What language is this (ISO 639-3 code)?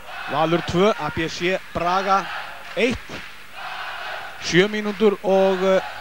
isl